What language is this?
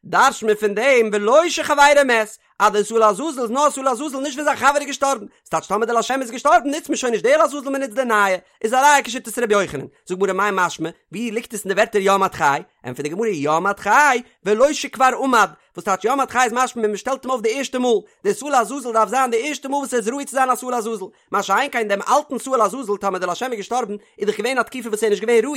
Yiddish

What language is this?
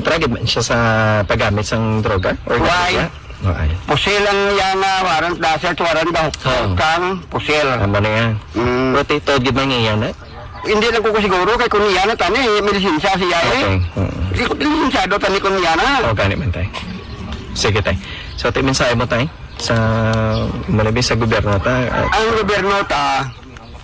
Hiligaynon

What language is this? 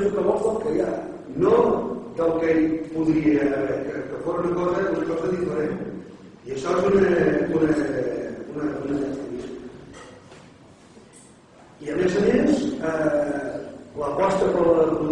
Catalan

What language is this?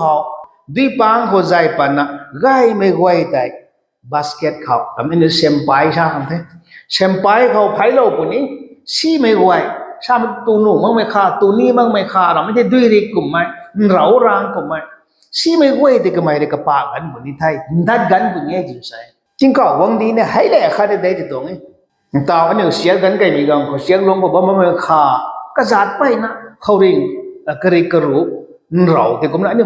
Rongmei Naga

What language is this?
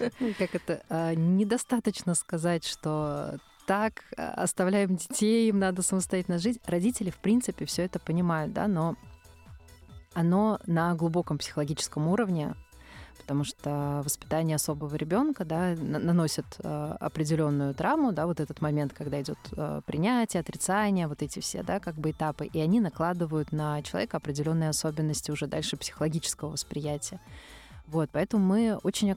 Russian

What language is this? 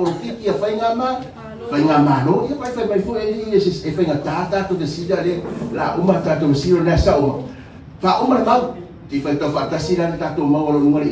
Samoan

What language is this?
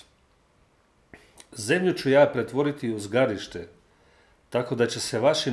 Croatian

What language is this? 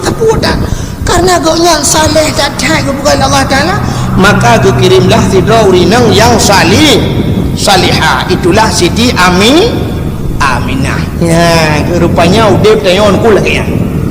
Achinese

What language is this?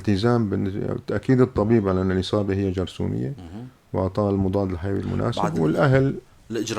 North Levantine Arabic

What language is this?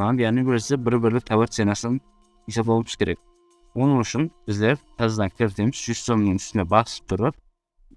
Kara-Kalpak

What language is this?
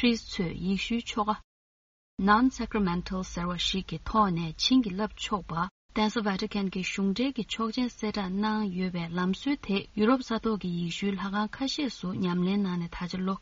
Tibetan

